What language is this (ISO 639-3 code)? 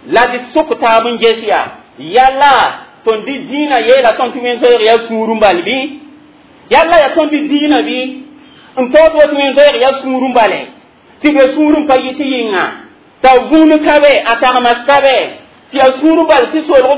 mos